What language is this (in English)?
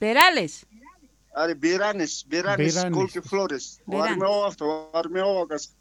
South Bolivian Quechua